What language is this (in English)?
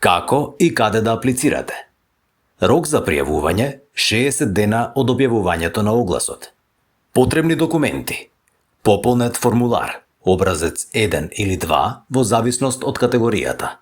Macedonian